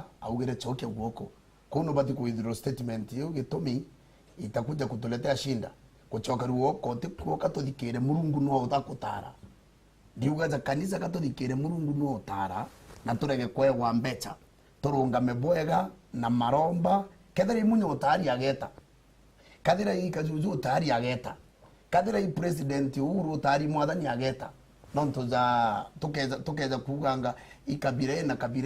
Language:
Meru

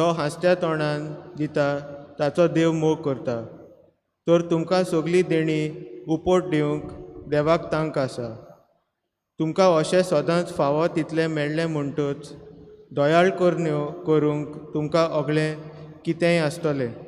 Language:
Konkani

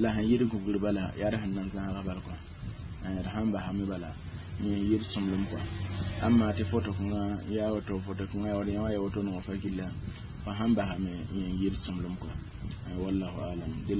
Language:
Mossi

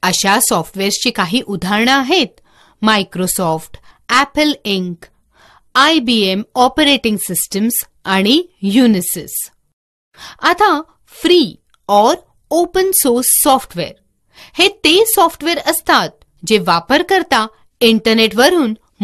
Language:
Marathi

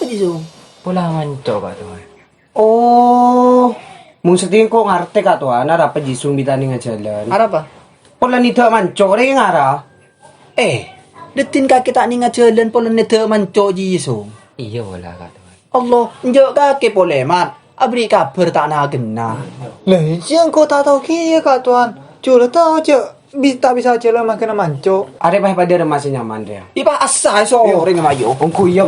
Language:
Madurese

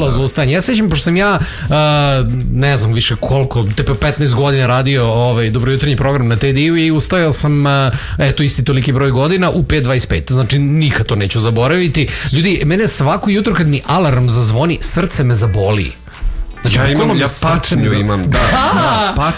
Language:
Serbian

